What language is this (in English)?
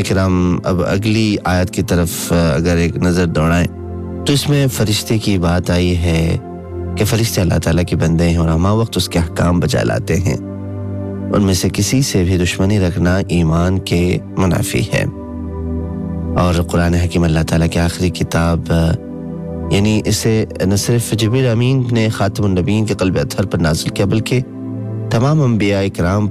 Urdu